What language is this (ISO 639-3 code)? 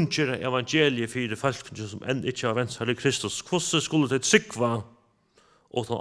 fao